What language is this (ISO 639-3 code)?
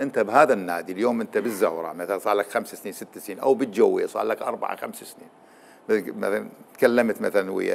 acm